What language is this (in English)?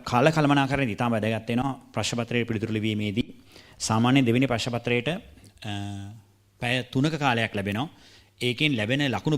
Sinhala